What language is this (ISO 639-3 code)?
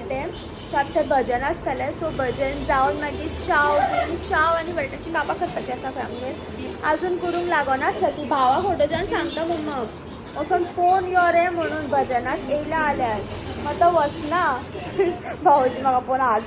kok